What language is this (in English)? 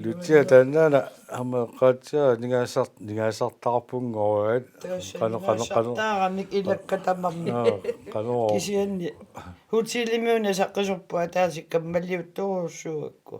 Kalaallisut